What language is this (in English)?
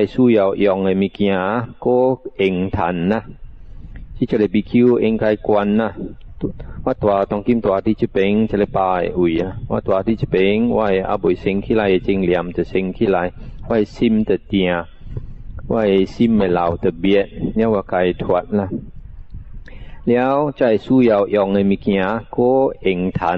Min Nan Chinese